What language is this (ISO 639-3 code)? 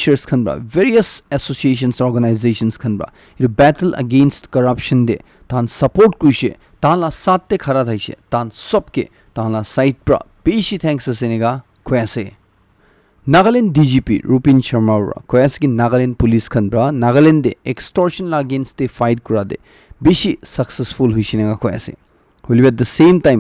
nag